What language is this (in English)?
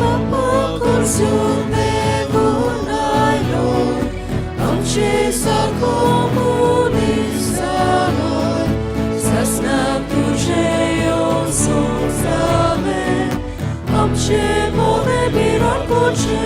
Konkani